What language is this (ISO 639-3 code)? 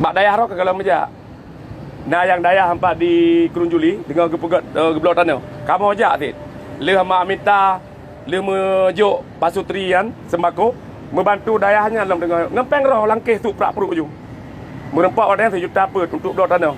ace